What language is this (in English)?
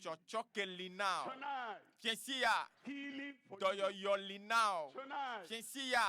Ewe